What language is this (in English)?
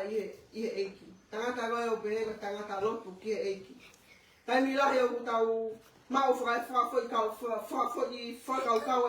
Tongan